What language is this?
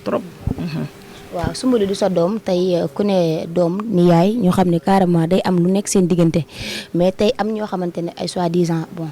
Wolof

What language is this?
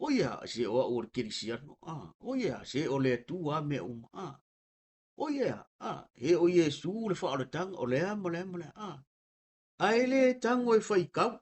Samoan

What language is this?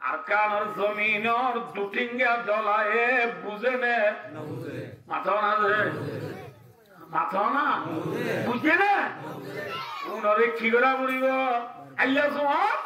Rohingya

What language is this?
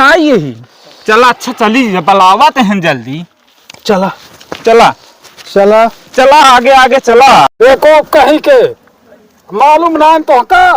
Awadhi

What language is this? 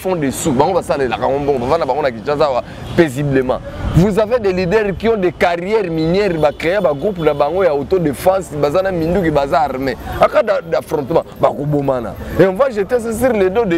Lingala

